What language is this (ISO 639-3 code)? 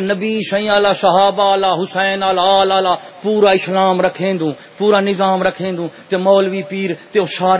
skr